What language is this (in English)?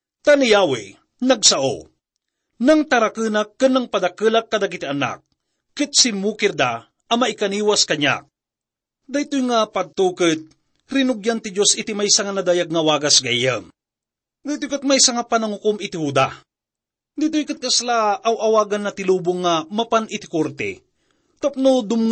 Iloko